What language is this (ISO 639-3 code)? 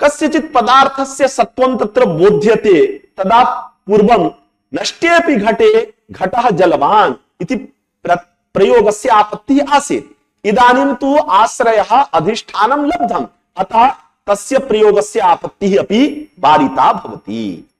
san